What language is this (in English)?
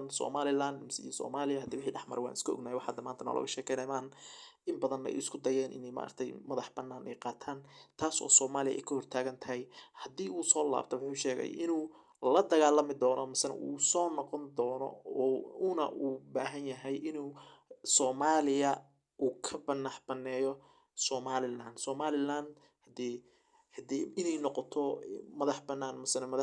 Somali